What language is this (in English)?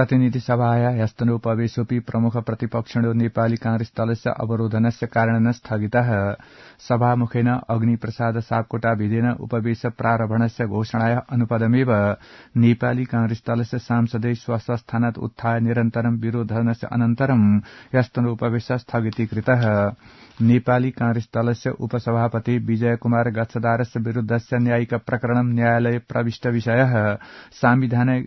Sanskrit